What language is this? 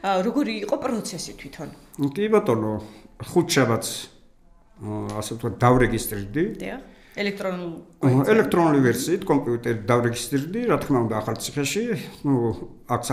Georgian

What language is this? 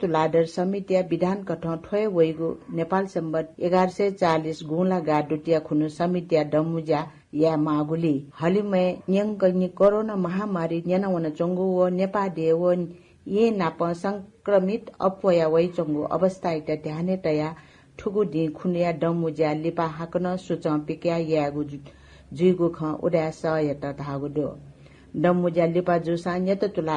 Newari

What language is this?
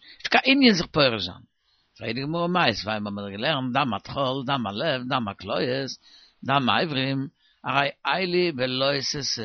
Yiddish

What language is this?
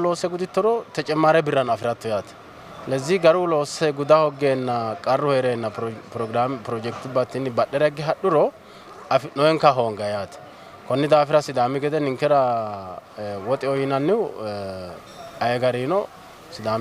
Sidamo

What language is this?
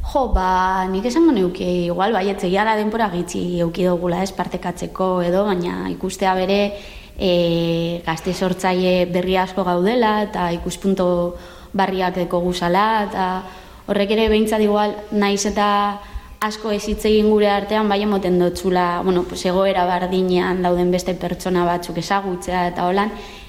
Basque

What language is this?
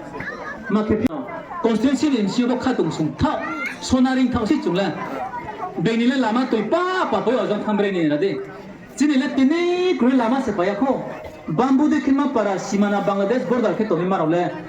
Riang (India)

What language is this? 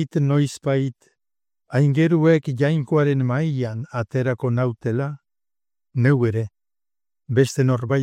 Basque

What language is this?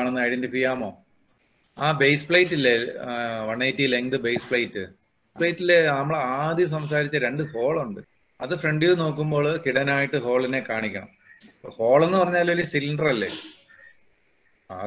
Malayalam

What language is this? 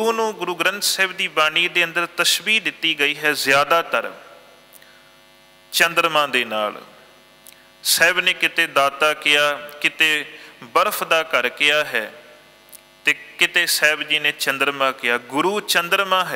Punjabi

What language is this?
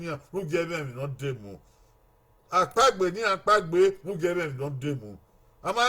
Bini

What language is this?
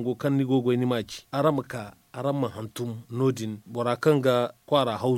Zarma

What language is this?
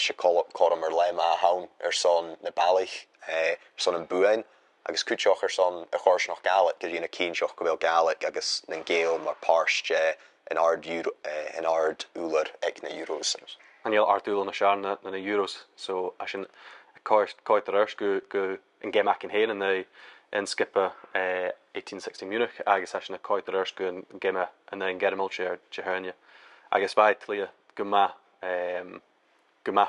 Scottish Gaelic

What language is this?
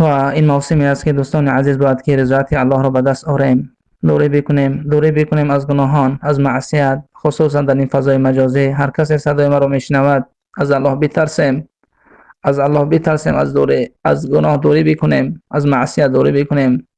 Persian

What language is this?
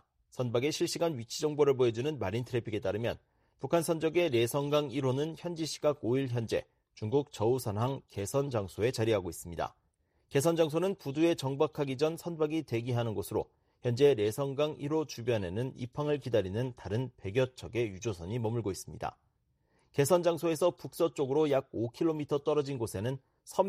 Korean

